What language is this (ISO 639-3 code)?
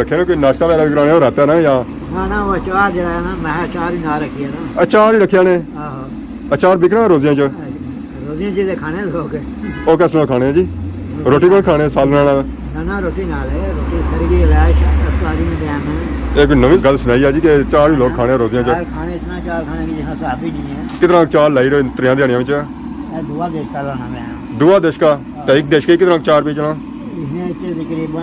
phr